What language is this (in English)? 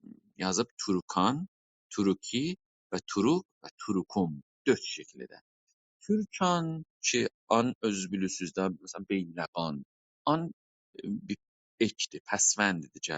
South Azerbaijani